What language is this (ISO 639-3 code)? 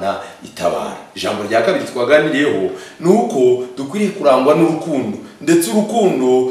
kin